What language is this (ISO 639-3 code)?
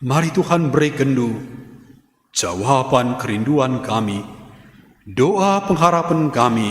btx